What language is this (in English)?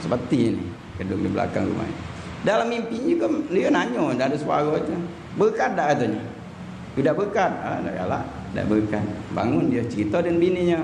Musi